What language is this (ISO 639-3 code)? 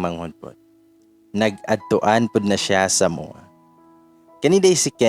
ceb